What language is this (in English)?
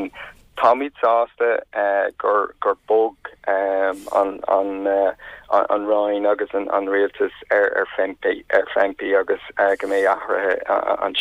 Irish